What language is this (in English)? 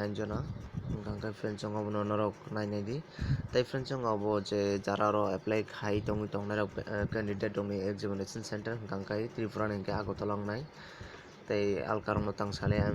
Kok Borok